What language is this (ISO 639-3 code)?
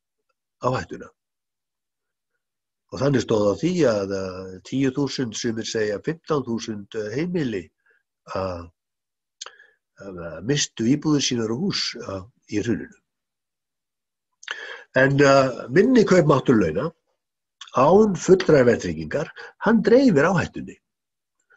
isl